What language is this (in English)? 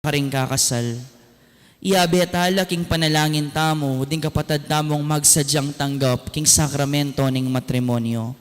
Pampanga